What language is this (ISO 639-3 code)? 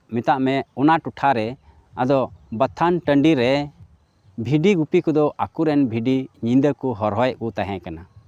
sat